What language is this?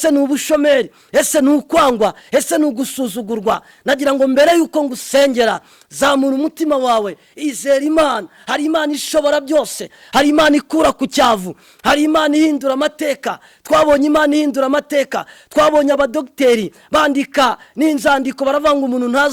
Kinyarwanda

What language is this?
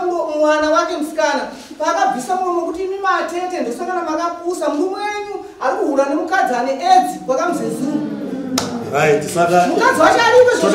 Shona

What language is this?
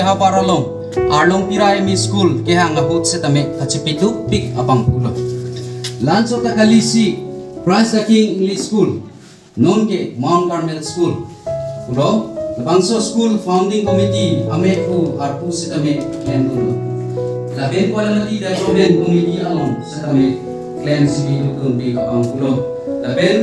Karbi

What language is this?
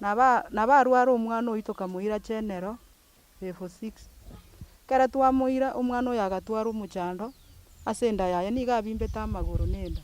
Gusii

